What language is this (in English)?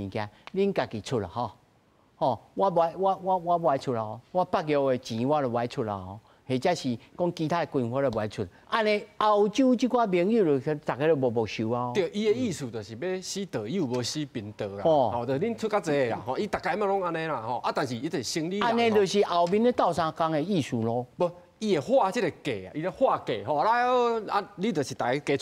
Min Nan Chinese